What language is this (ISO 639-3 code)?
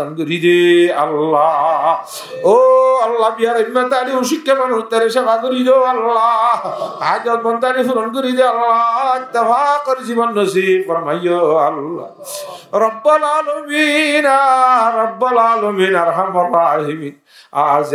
rhg